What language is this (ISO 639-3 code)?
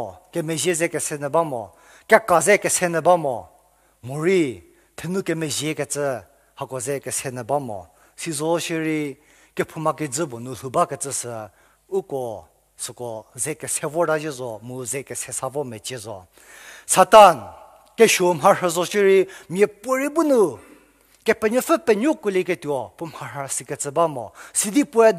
njm